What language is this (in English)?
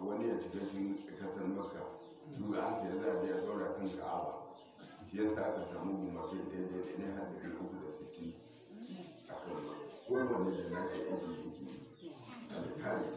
Hausa